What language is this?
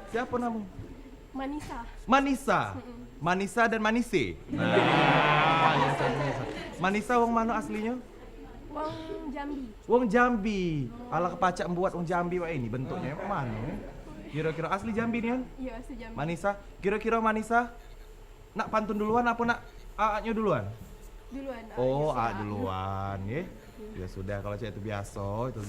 Musi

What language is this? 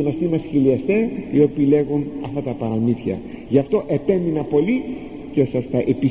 Greek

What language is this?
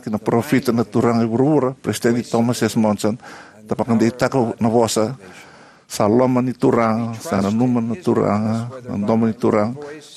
Fijian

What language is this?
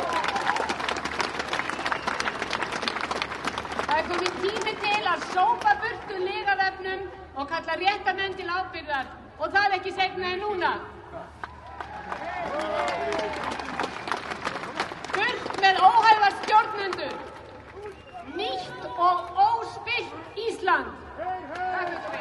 Icelandic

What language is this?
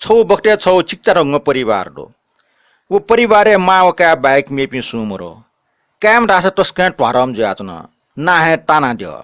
Newari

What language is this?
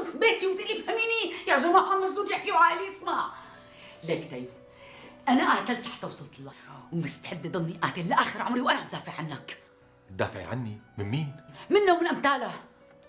North Levantine Arabic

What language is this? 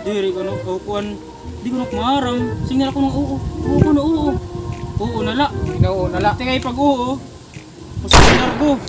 Waray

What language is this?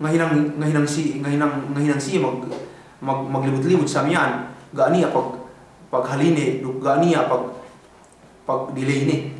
Yakan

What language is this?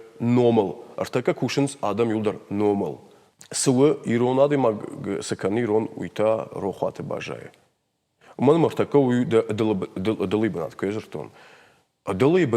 Ossetic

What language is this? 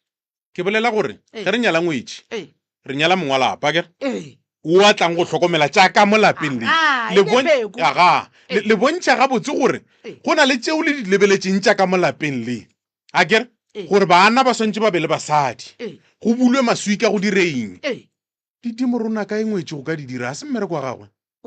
Northern Sotho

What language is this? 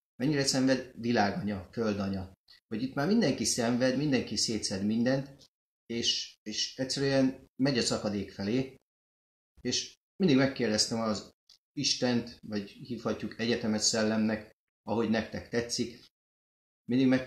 Hungarian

